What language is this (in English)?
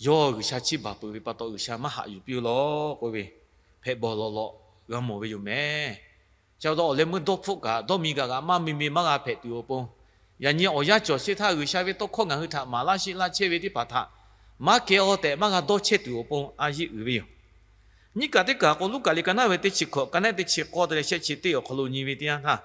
Lahu